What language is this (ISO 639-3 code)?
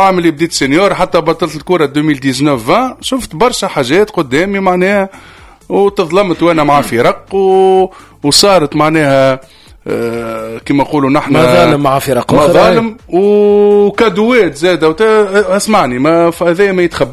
aeb